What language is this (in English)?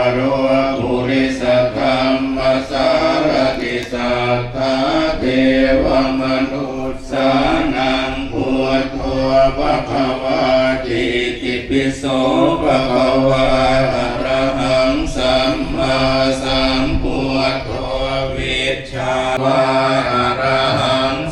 Pali